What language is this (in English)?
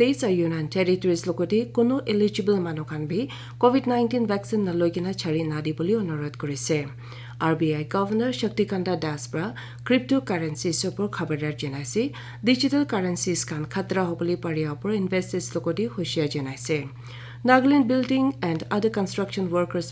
Naga Pidgin